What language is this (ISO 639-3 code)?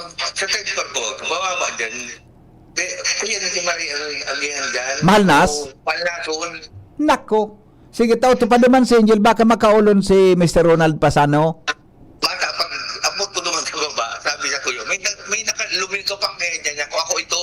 bik